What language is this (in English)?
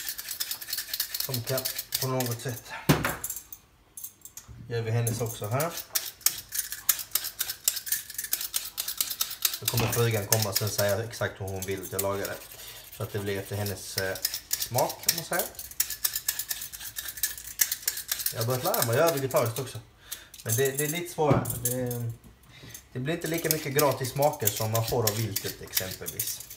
Swedish